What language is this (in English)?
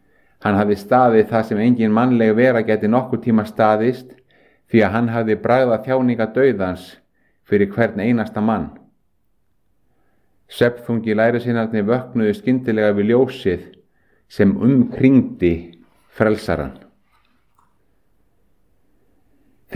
Icelandic